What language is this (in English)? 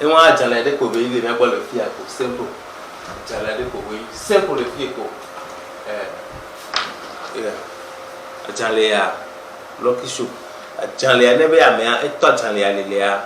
Ewe